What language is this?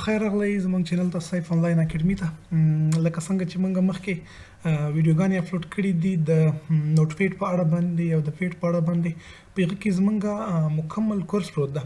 Pashto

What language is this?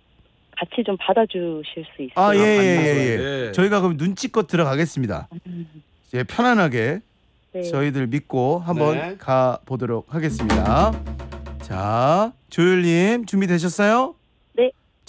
Korean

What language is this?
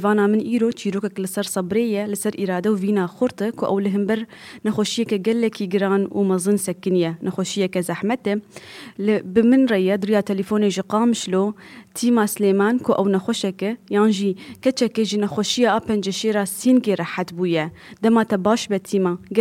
Kurdish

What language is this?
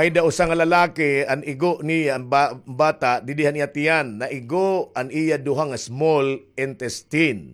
Waray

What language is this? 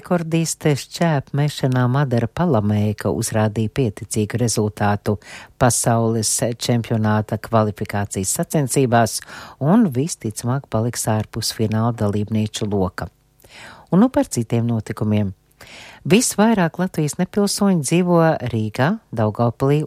Latvian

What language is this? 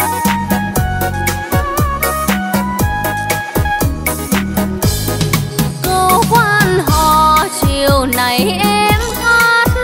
Vietnamese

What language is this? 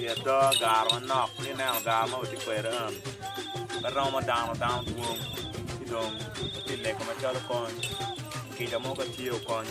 Acoli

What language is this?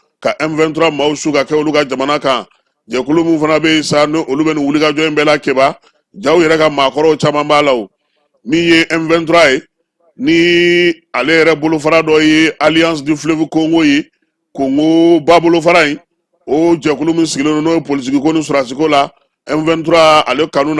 Bambara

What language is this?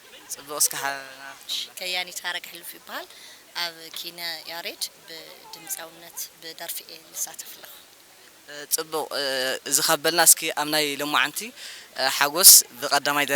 Tigrinya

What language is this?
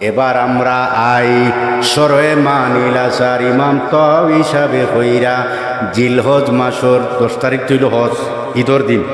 Sylheti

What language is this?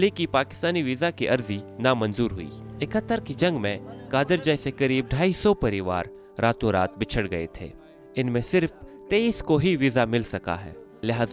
Hindi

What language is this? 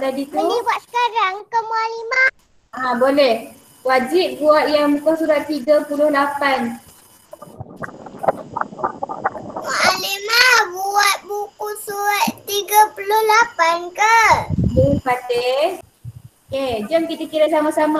Malay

